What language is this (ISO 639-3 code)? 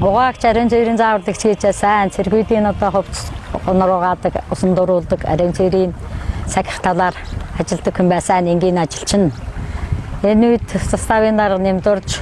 mon